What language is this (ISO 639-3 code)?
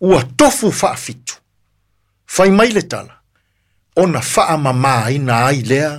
smo